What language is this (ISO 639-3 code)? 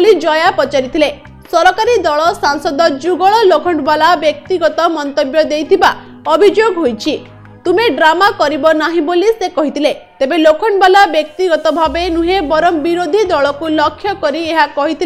ori